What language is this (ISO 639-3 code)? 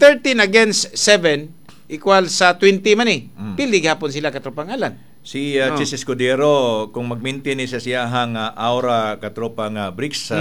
ceb